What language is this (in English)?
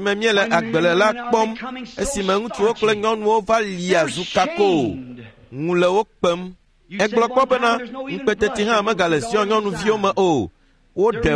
Ewe